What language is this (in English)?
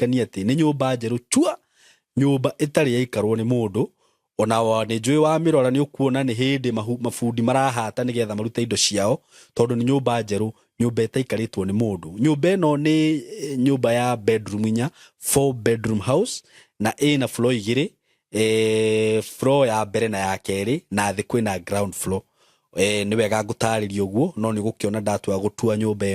Kikuyu